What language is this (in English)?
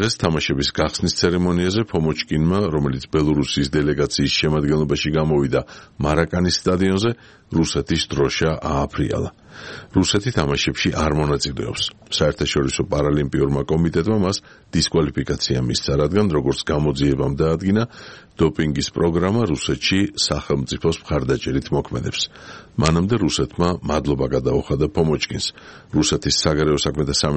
Georgian